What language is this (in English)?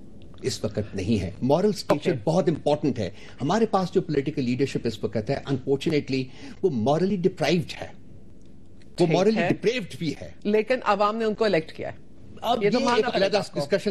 Urdu